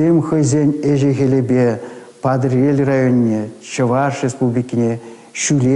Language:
Chuvash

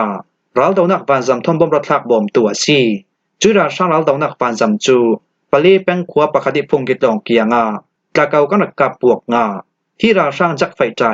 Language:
Falam Chin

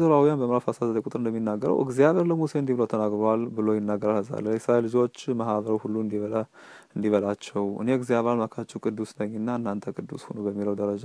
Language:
Amharic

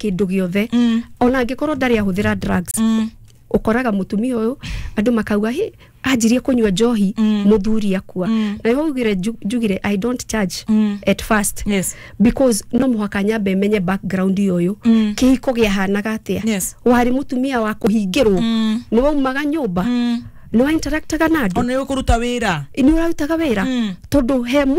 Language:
Kikuyu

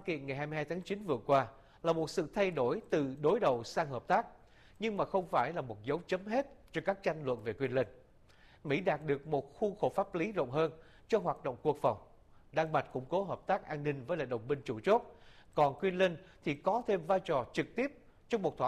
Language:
Vietnamese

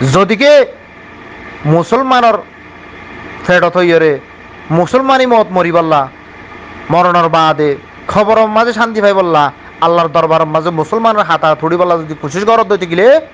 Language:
Rohingya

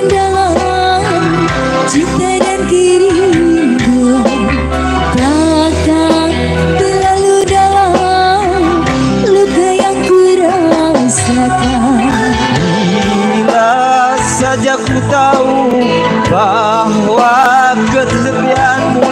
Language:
Betawi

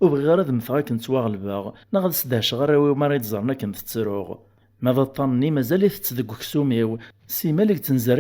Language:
Kabyle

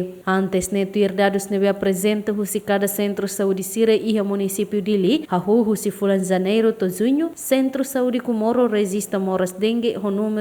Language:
Tetum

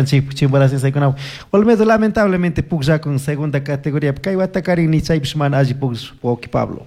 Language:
Chimborazo Highland Quichua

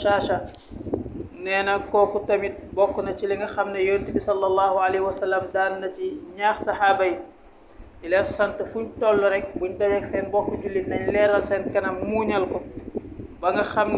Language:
Wolof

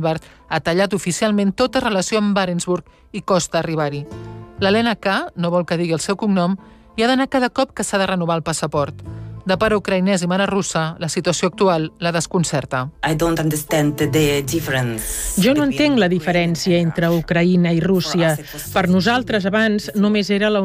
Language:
Catalan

